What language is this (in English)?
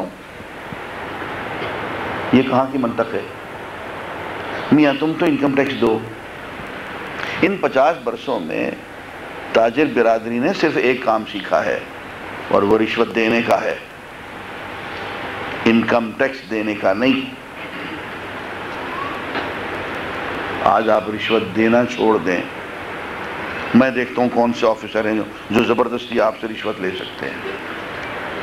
Urdu